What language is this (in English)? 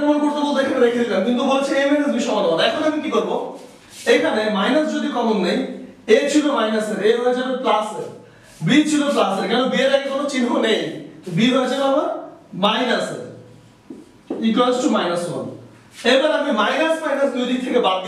Bangla